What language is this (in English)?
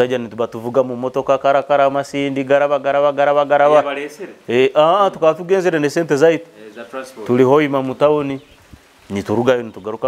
Nyoro